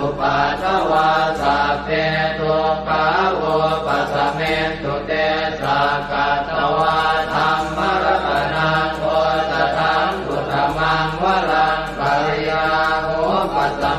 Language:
Pali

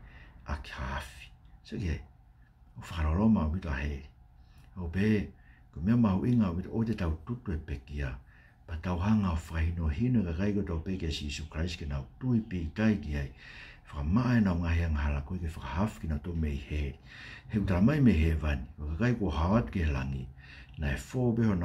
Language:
Tongan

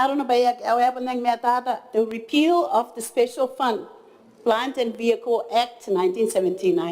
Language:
Gilbertese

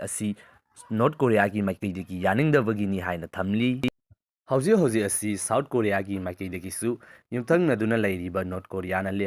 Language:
Manipuri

